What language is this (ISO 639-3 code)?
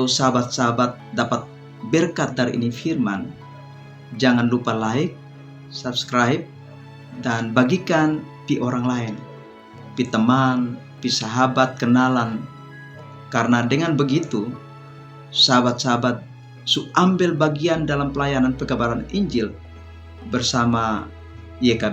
mkn